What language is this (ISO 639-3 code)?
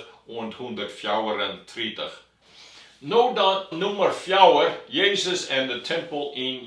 fry